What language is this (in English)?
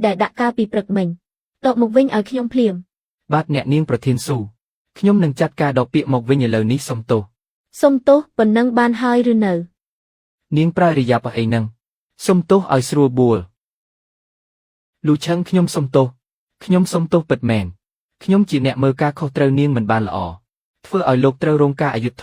Khmer